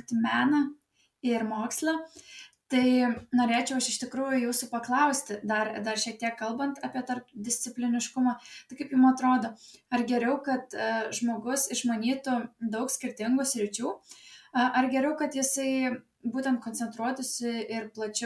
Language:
Lithuanian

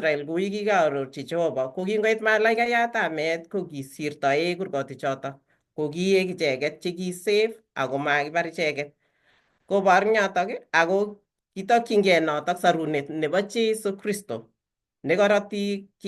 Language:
Kalenjin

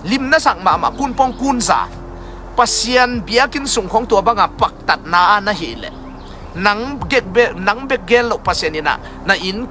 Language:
Tedim Chin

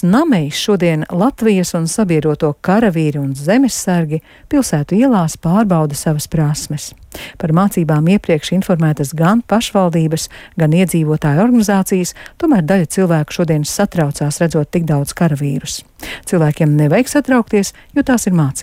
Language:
Latvian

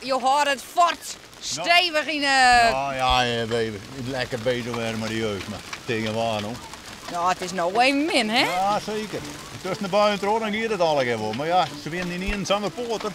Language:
Western Frisian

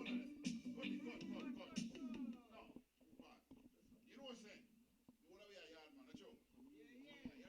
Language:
Jamaican Creole English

